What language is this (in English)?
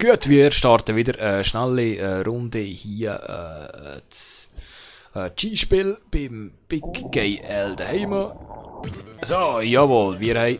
Swiss German